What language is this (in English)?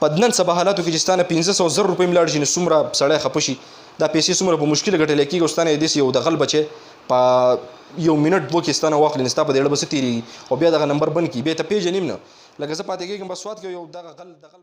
Pashto